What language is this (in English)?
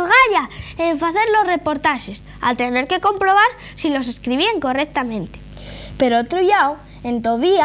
Asturian